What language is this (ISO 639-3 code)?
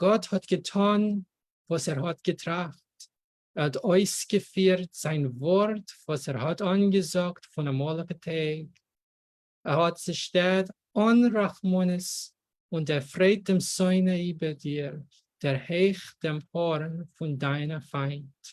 yid